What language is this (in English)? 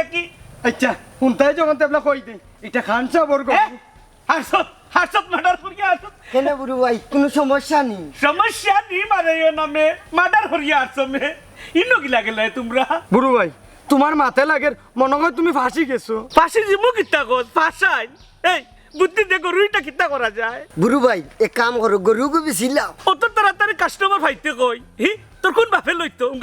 Sylheti